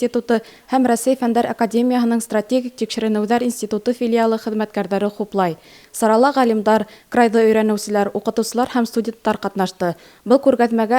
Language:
Bashkir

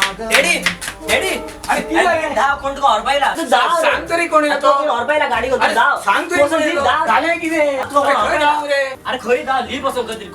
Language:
Konkani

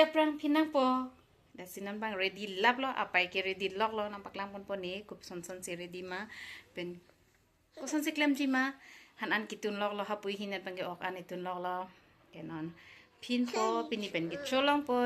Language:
Karbi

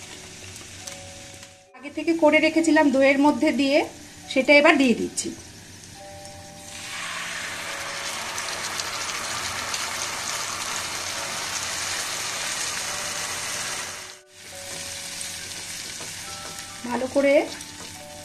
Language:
Bangla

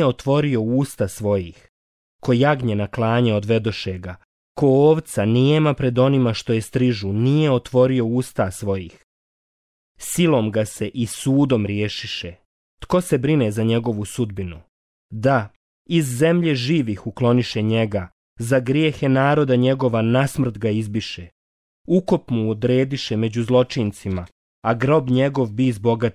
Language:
Croatian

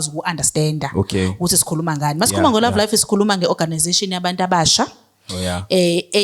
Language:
Zulu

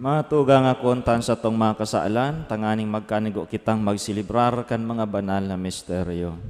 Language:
Bikol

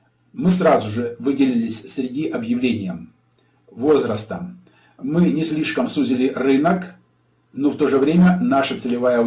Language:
Russian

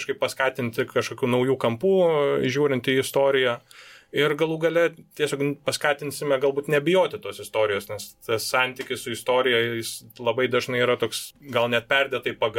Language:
Lithuanian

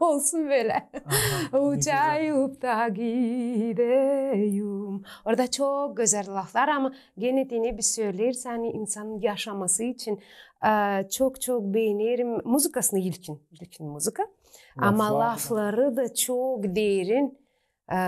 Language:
Gagauz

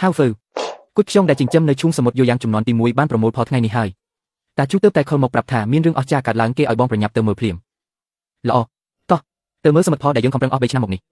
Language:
Khmer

